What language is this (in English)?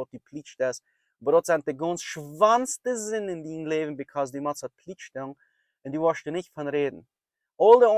Plautdietsch